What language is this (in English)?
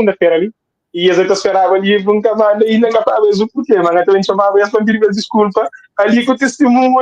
Kabuverdianu